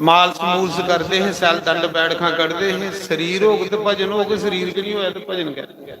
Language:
Dogri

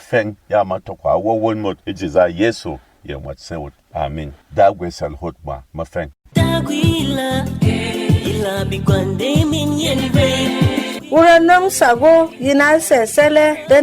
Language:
Berom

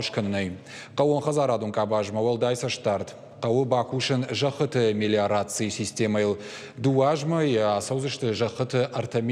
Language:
Ossetic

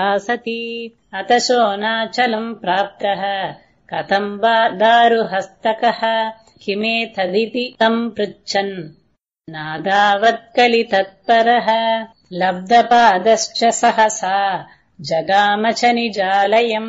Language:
Sanskrit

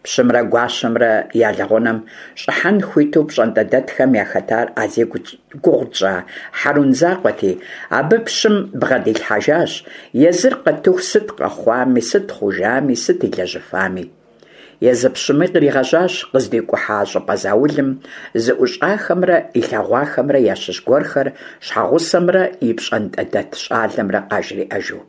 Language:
Kabardian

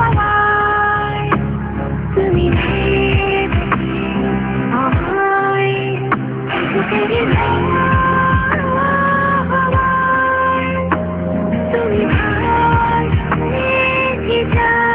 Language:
Bangla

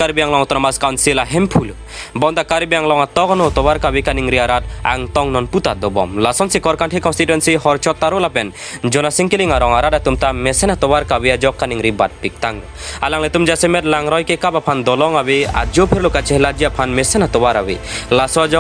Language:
Karbi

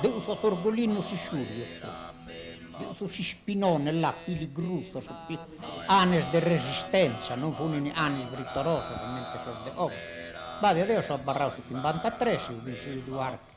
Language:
Sardinian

